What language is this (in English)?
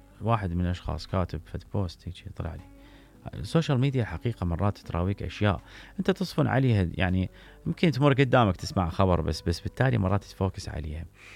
Mesopotamian Arabic